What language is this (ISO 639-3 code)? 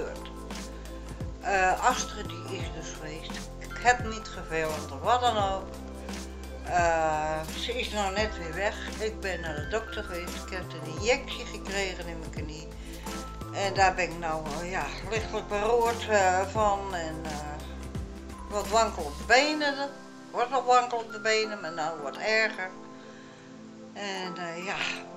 nld